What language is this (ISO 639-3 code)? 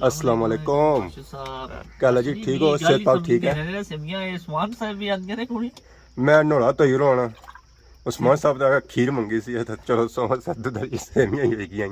phr